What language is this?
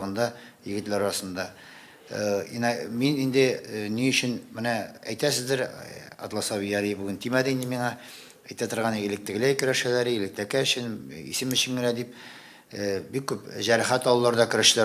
Tatar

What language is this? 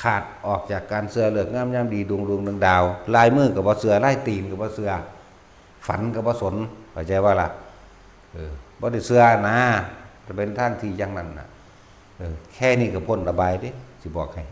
Lao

